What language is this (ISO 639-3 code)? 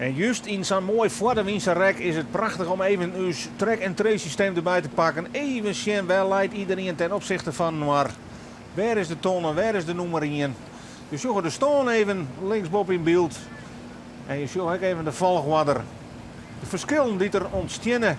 fry